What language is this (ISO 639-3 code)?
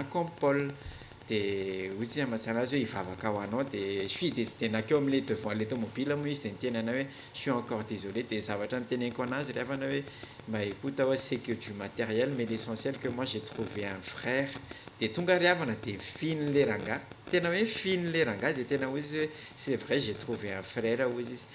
mlg